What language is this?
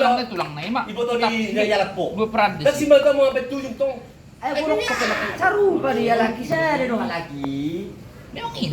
Batak Toba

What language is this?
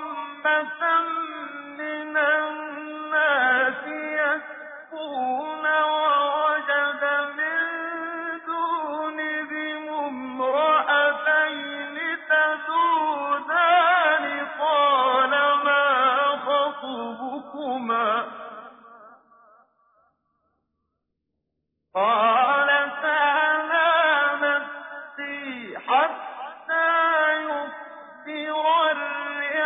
Arabic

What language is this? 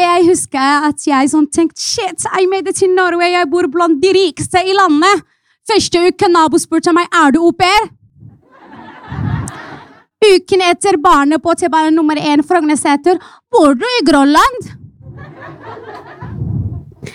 Norwegian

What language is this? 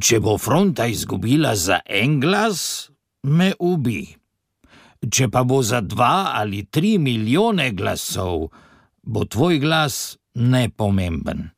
Slovenian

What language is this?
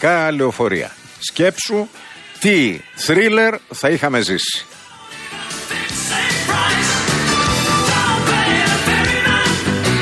Greek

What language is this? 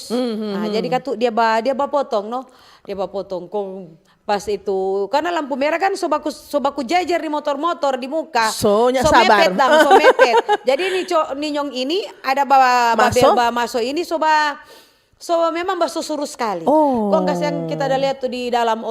Manado Malay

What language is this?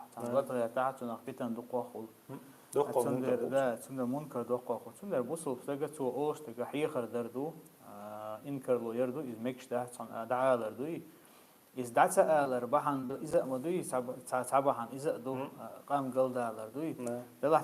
Chechen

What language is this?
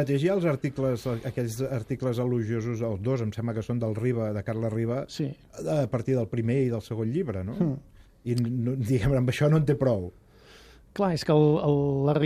Catalan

